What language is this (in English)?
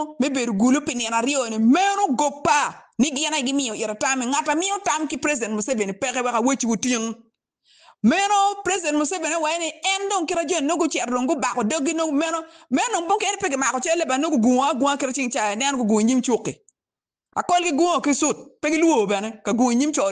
Acoli